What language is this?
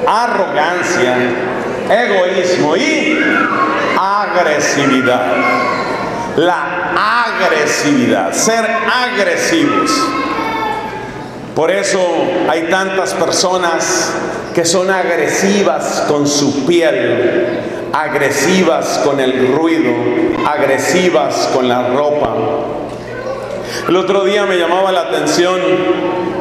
Spanish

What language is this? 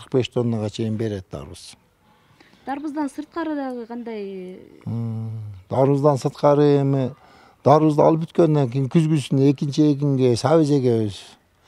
Kyrgyz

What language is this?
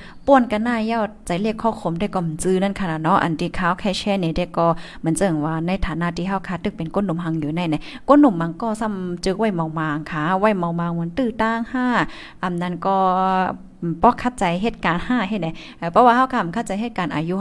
Thai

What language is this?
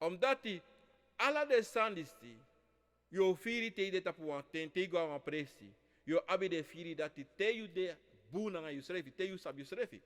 Sranan Tongo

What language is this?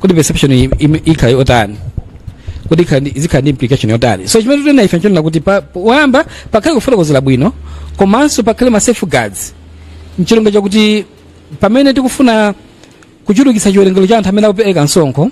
Nyanja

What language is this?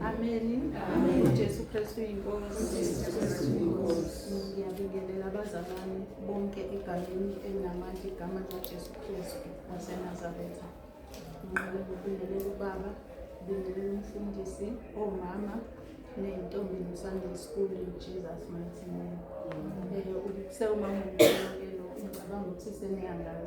Zulu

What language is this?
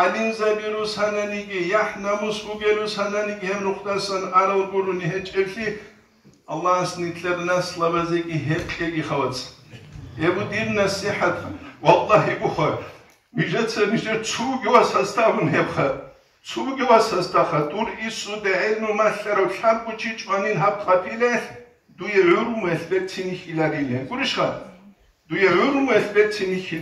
Avaric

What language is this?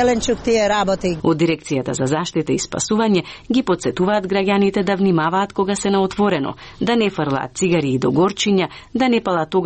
Macedonian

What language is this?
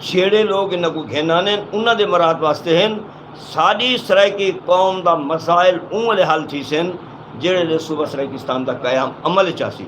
Saraiki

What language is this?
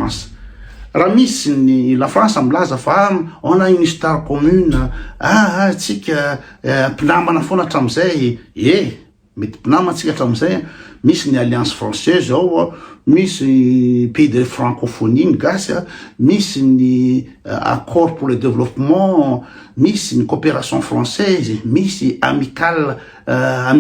Malagasy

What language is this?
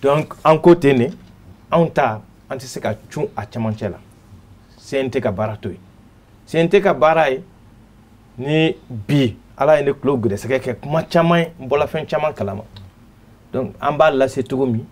Bambara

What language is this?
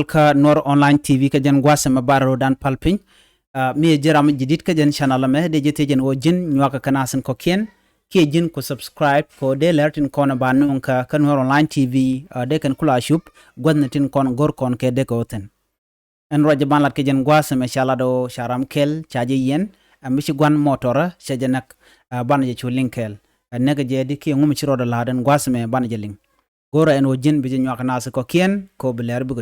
Nuer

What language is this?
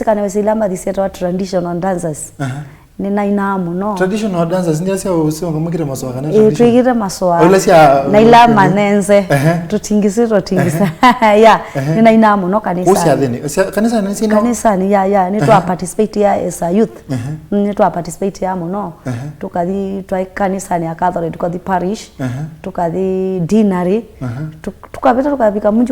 Kamba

